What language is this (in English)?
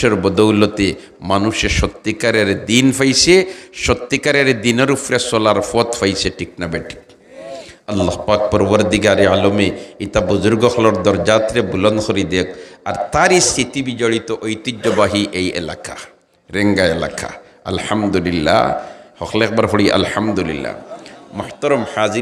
Sylheti